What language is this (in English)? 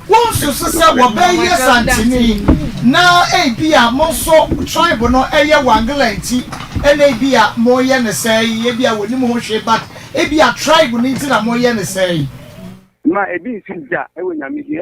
Akan